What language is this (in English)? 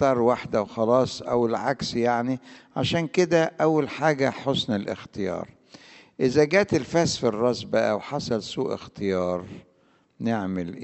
Egyptian Arabic